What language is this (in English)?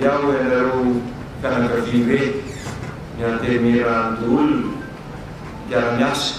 Malagasy